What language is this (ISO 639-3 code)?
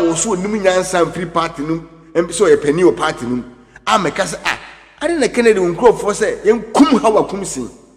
aka